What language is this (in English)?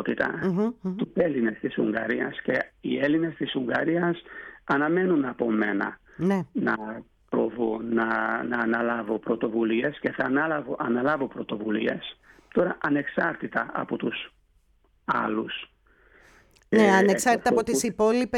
Greek